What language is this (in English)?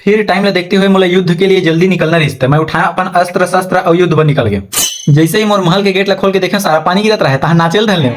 Chhattisgarhi